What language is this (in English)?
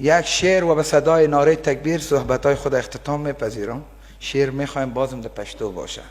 Persian